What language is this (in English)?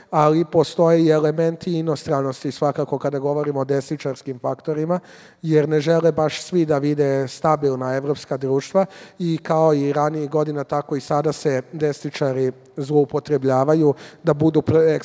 Serbian